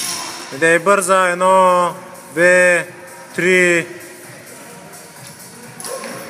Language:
Bulgarian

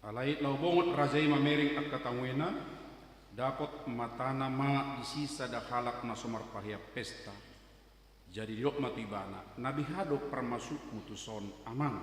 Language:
Batak Toba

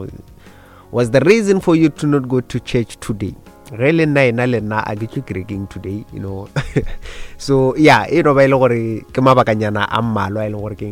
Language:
Northern Sotho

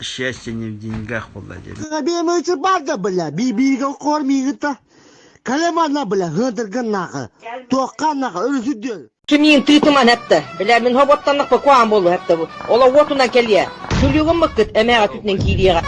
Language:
Yakut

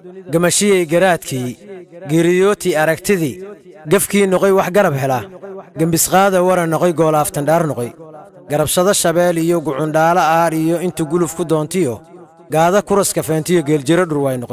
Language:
Somali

